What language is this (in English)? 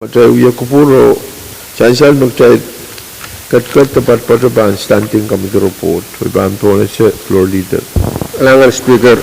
Pohnpeian